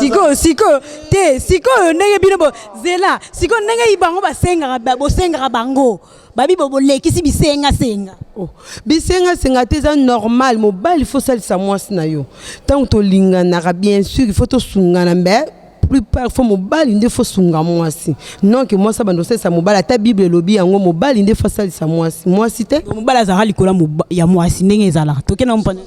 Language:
Lingala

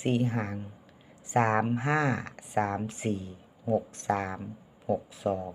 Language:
Lao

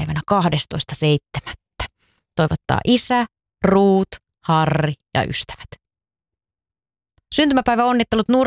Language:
Finnish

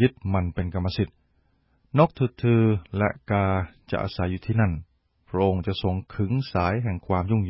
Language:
Thai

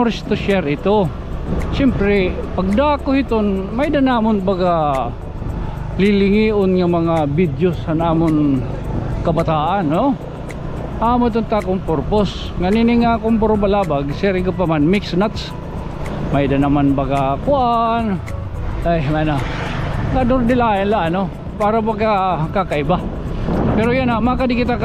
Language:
Waray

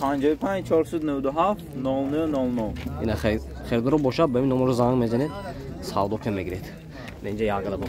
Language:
Tajik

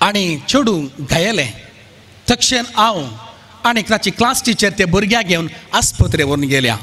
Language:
Konkani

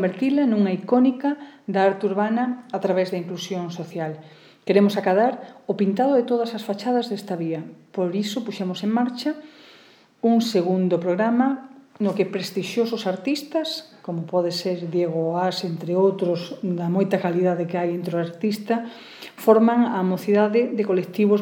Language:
Galician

